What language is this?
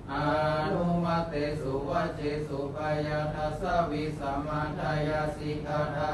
Pali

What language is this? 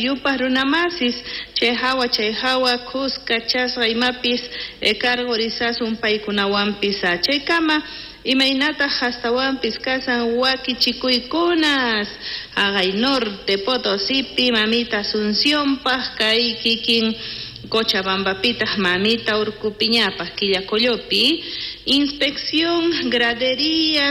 South Bolivian Quechua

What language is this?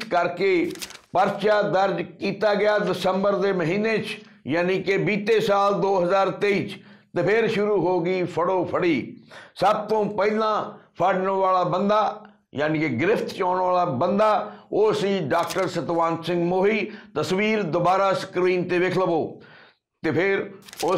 Punjabi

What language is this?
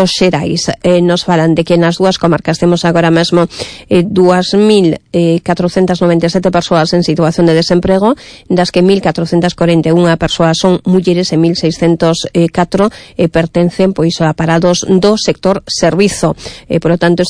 Galician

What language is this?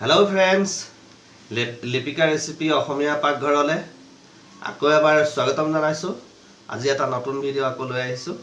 Assamese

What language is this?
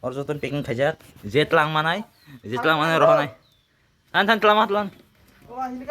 Kok Borok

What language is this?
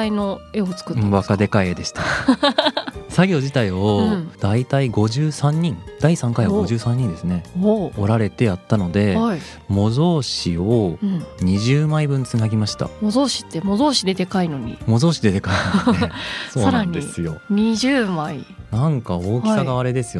Japanese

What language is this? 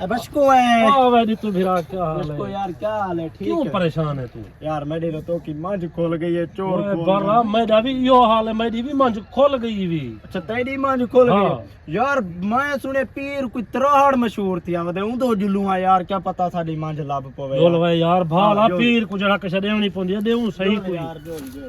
Saraiki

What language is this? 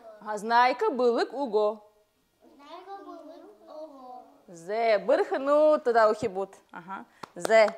Buriat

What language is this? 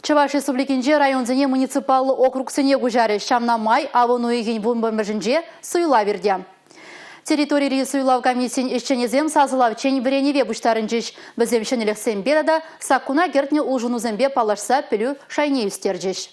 Chuvash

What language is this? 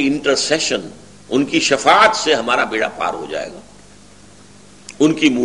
Urdu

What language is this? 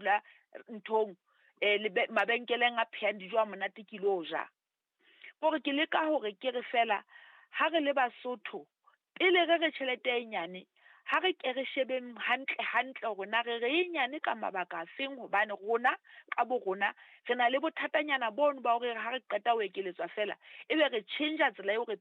Southern Sotho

